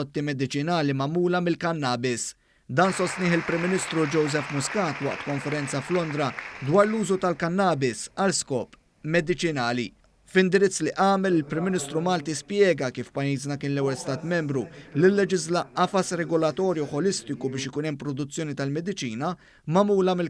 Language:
Maltese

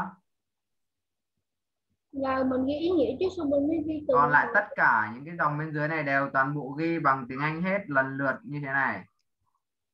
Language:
Vietnamese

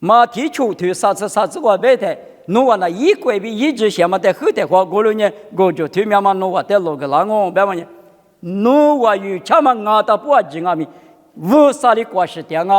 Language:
Lisu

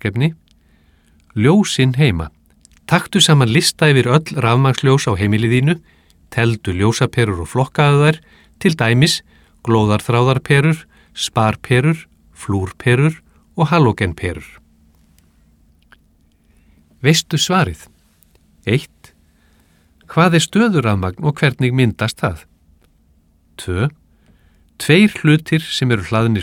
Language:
Icelandic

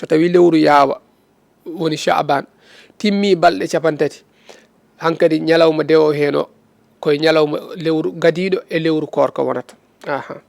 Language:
Fula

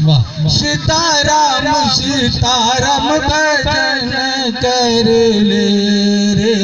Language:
Magahi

